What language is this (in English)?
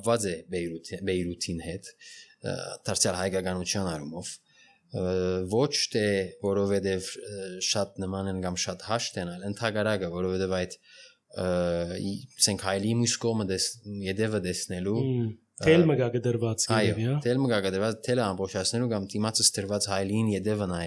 Armenian